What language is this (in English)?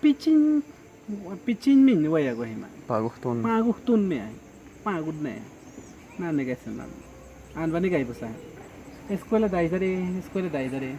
Awa-Cuaiquer